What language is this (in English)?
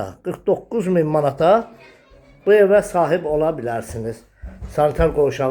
Azerbaijani